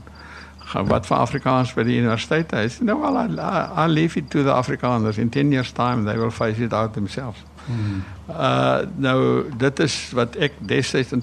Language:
Afrikaans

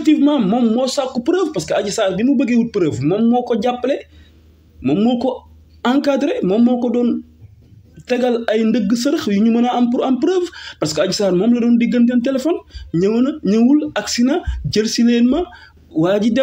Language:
Wolof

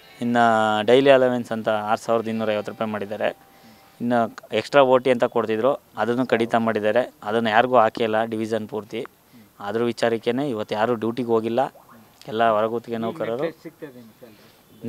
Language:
Kannada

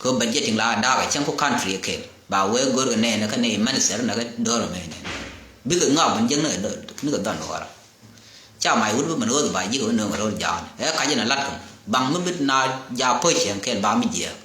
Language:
Nuer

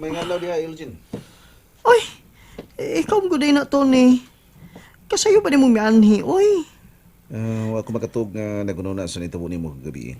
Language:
Cebuano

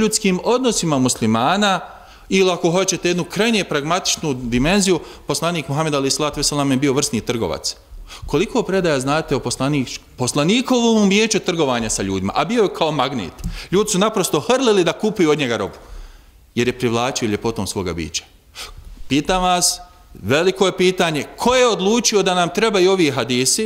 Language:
Bosnian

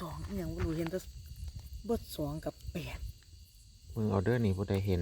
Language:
Lao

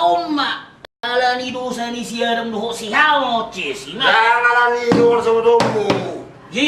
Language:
Batak Toba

